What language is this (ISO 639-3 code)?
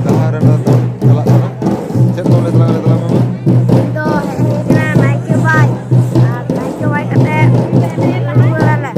sat